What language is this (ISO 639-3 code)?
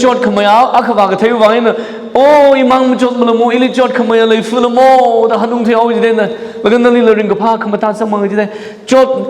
nmf